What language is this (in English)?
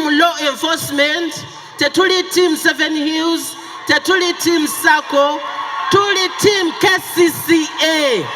Ganda